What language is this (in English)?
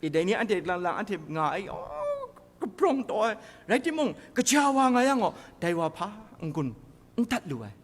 Kachin